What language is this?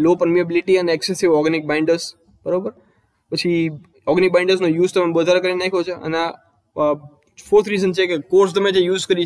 Gujarati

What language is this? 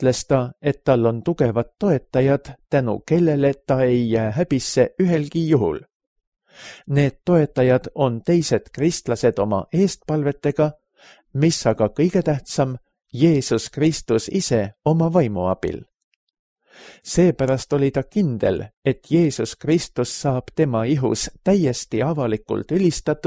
Estonian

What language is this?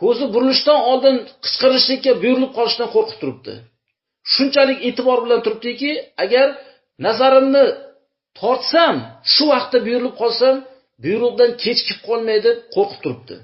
Uzbek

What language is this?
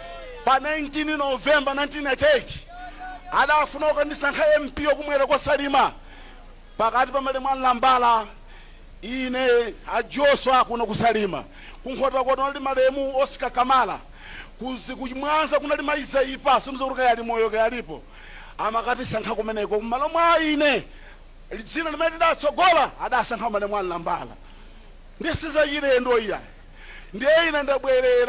Nyanja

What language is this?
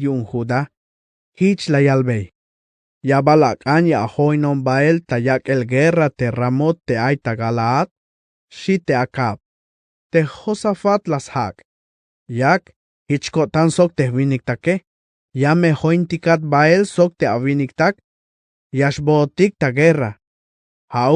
Tzeltal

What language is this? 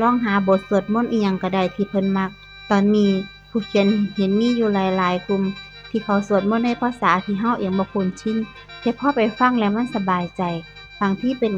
Northeastern Thai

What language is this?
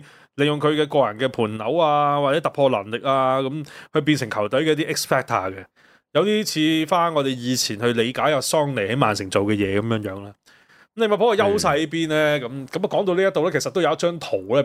Cantonese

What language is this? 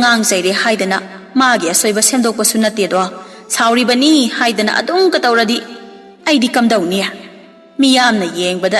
Manipuri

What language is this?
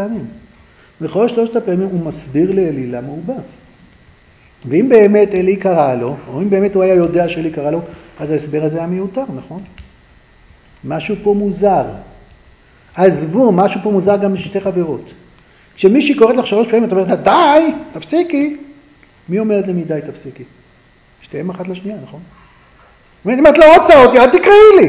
Hebrew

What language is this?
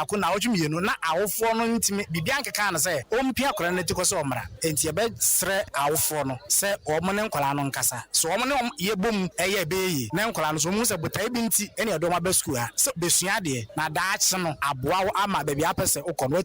Akan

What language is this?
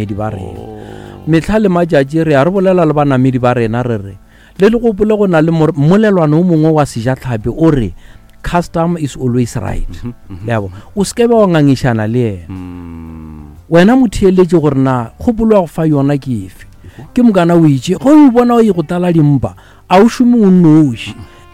Northern Sotho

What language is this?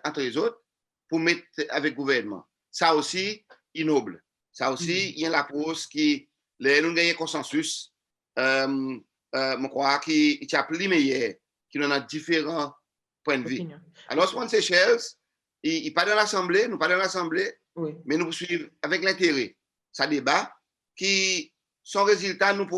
Seselwa Creole French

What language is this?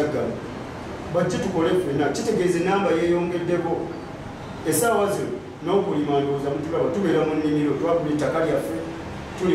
Ganda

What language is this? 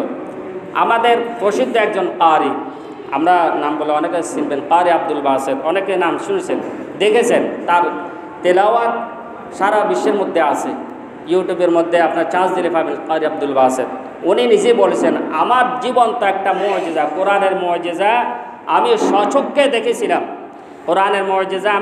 Bangla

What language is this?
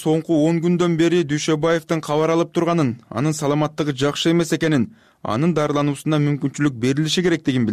Kyrgyz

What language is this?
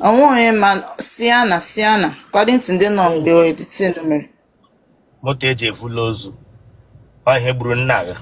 Igbo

